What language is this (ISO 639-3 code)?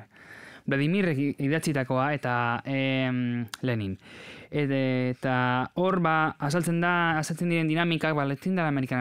eus